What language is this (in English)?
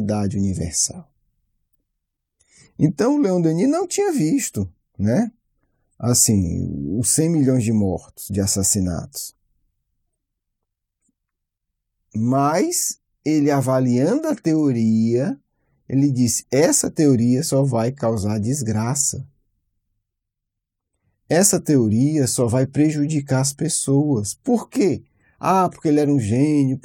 Portuguese